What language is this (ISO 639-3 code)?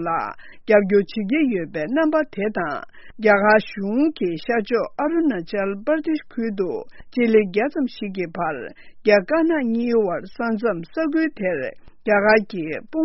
bod